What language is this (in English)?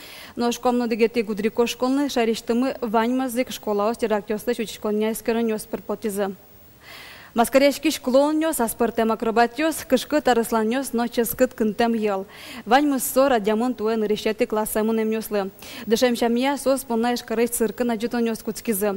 Udmurt